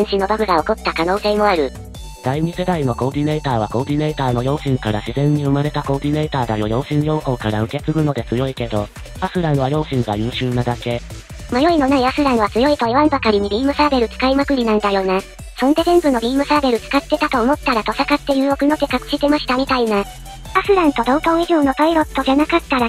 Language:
Japanese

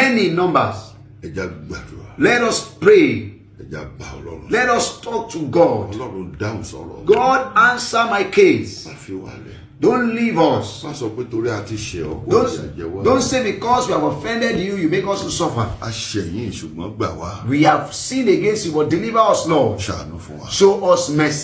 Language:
Yoruba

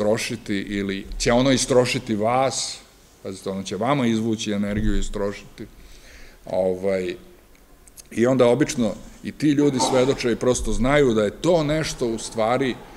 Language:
Serbian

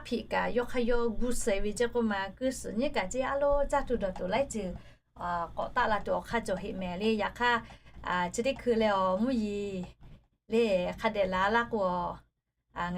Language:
Lahu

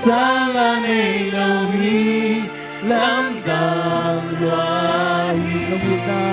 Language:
Tedim Chin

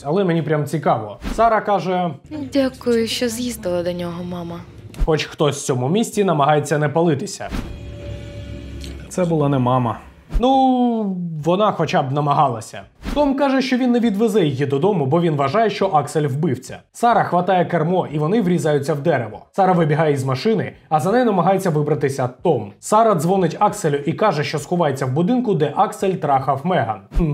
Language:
Ukrainian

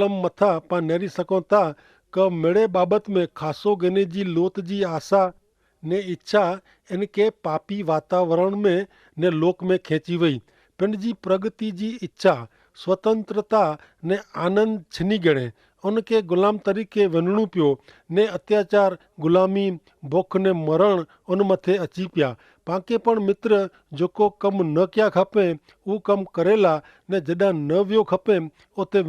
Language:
Kachhi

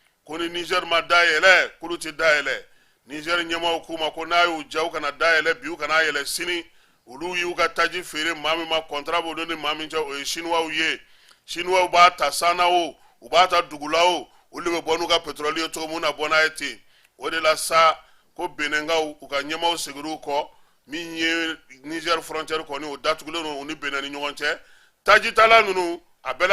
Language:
Bambara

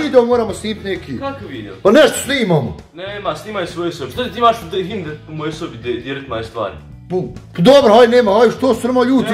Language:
Bosnian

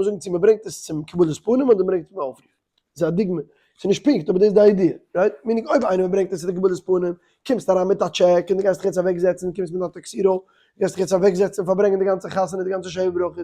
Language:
Yiddish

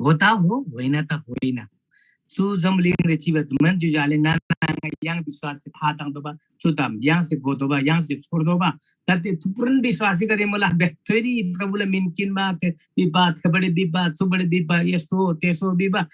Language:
Eastern Tamang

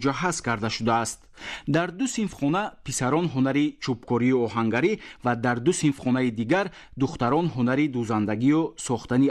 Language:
Tajik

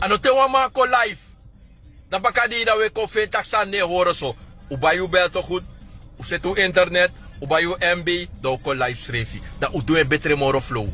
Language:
Sranan Tongo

